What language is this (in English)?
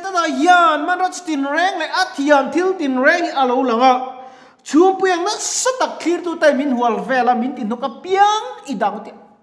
Mizo